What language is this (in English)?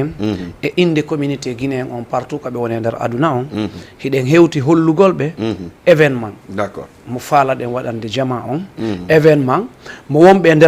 Fula